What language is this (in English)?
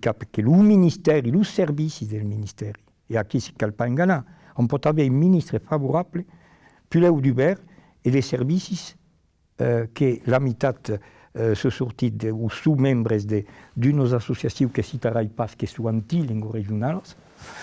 Occitan